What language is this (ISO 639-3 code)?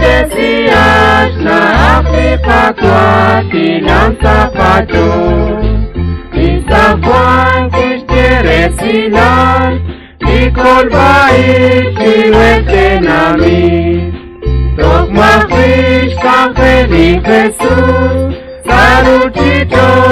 kek